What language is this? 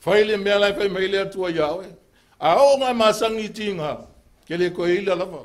Samoan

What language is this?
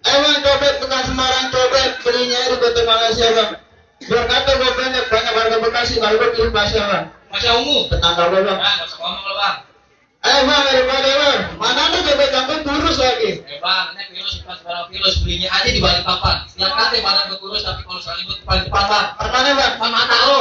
Betawi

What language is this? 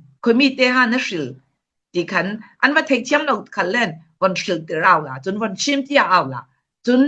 Falam Chin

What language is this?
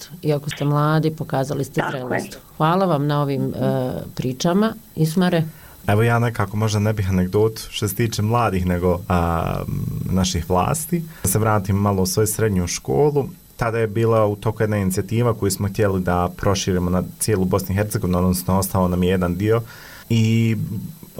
Bosnian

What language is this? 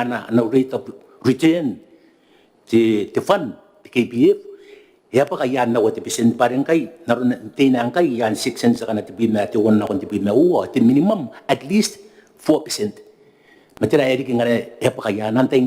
Gilbertese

